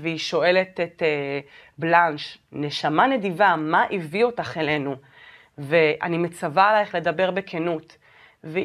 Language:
Hebrew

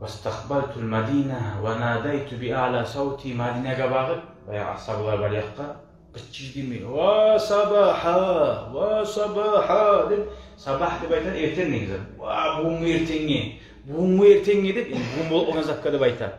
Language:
Kumyk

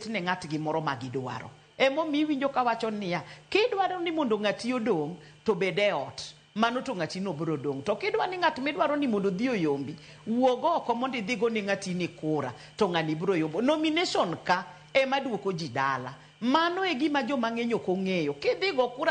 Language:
Luo (Kenya and Tanzania)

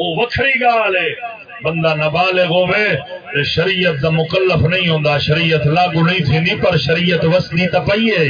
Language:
Saraiki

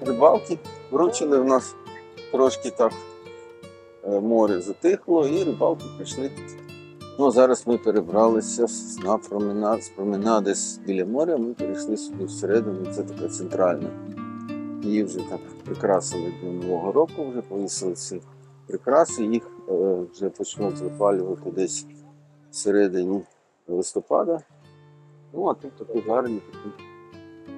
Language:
Ukrainian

